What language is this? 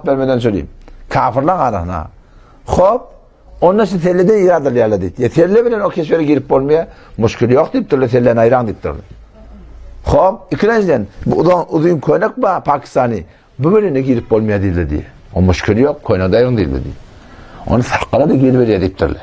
Turkmen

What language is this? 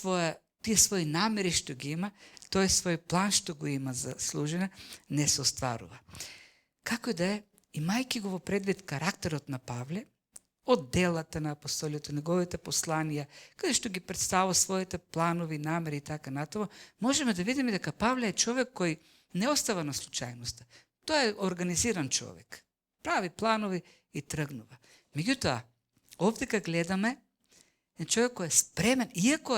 Macedonian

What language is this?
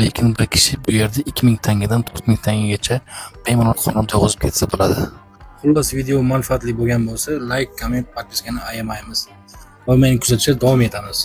Uzbek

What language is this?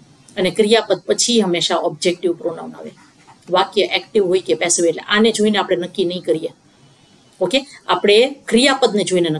Gujarati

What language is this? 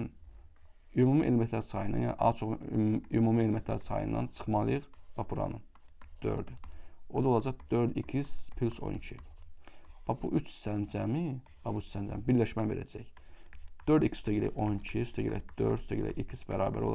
Azerbaijani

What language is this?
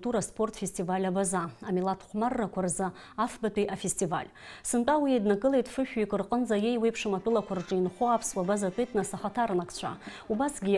Abkhazian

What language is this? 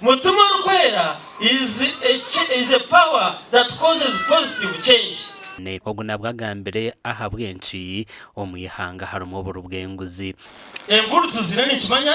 Nyankole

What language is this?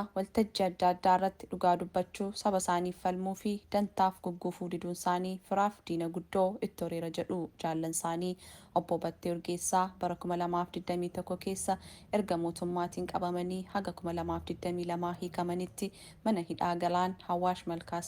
Oromo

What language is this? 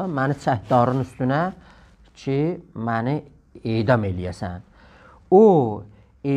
South Azerbaijani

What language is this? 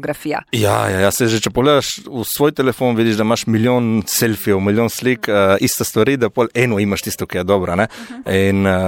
Slovenian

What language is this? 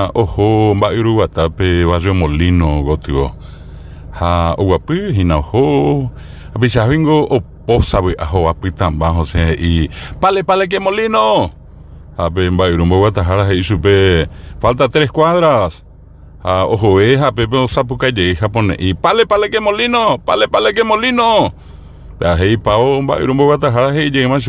Guarani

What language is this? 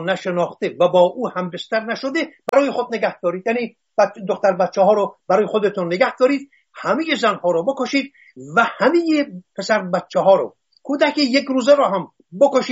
Persian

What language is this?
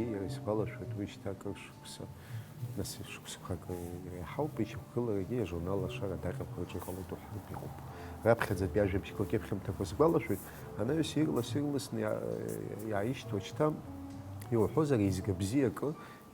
Abkhazian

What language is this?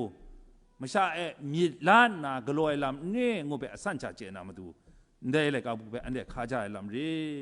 Kachin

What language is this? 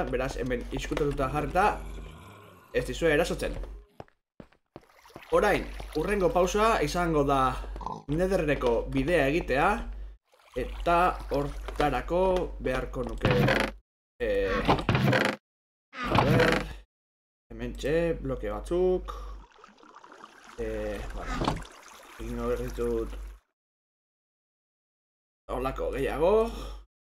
Basque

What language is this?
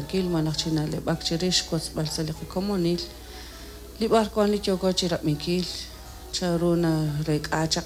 Kekchí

